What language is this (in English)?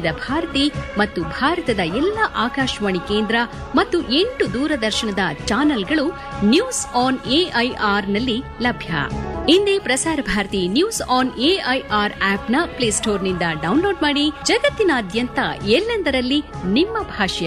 Kannada